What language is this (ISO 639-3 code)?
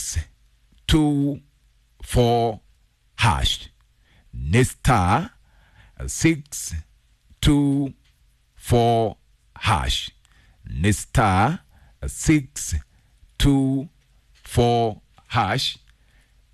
kik